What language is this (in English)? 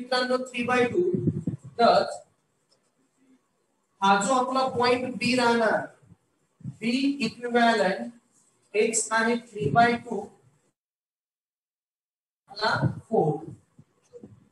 Marathi